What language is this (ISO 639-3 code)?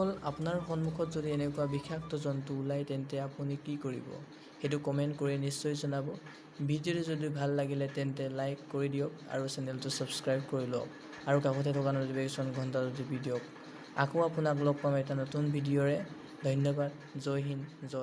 asm